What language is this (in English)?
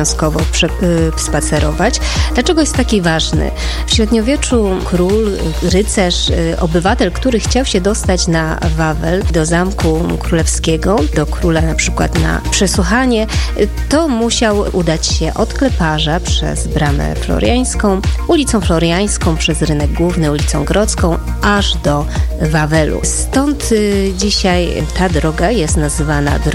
Polish